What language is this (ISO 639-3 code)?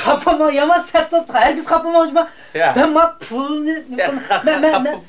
uig